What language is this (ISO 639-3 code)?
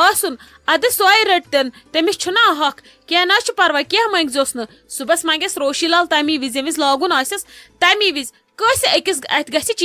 kas